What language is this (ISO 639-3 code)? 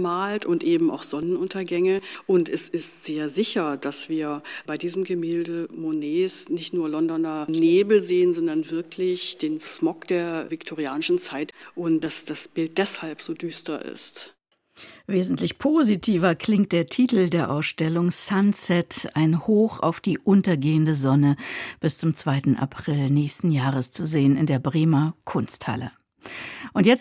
deu